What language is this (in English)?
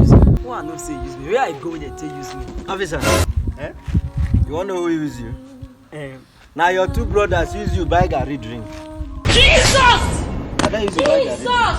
Nigerian Pidgin